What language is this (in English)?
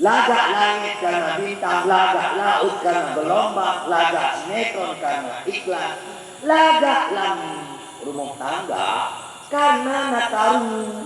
Achinese